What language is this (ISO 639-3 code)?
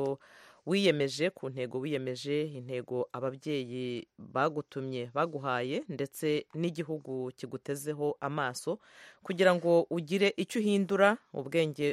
kin